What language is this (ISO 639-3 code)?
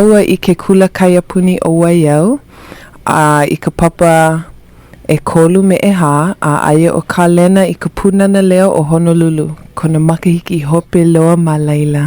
haw